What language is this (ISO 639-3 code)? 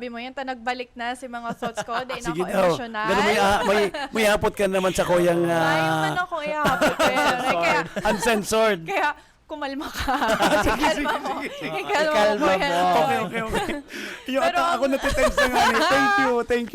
bik